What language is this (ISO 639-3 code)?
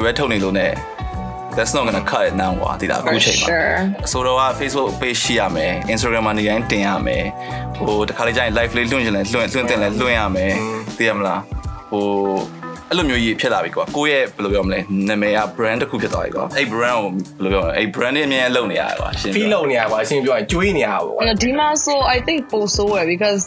mya